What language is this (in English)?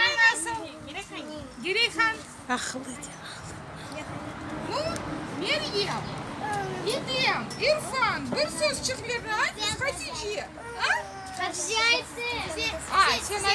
Crimean Tatar